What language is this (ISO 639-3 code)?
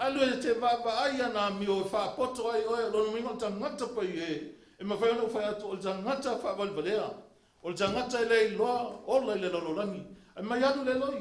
smo